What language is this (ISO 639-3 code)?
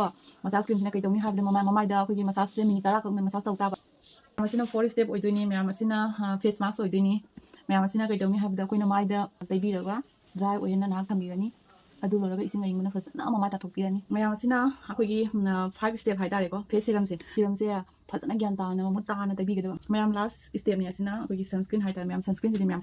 mni